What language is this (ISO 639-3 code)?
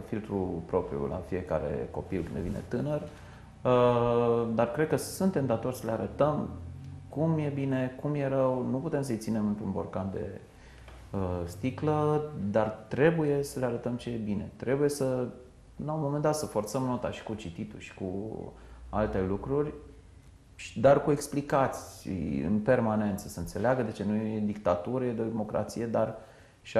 ron